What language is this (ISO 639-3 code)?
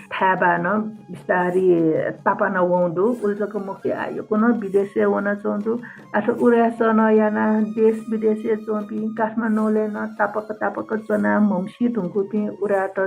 new